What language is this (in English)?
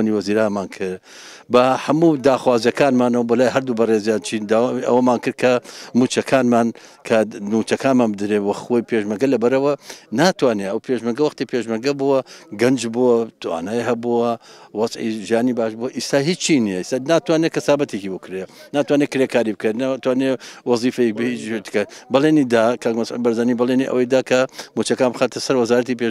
Central Kurdish